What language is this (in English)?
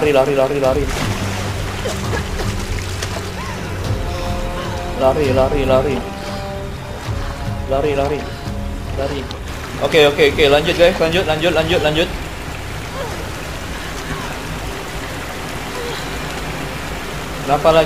Indonesian